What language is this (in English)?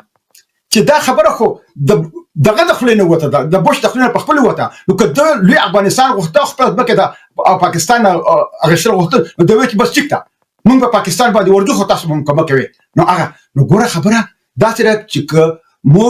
Pashto